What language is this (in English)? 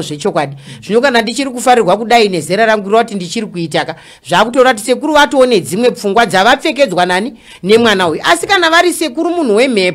Shona